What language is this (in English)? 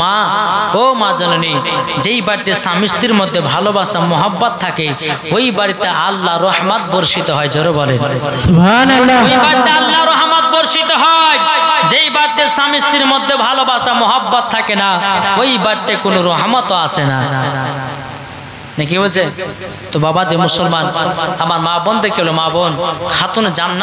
Bangla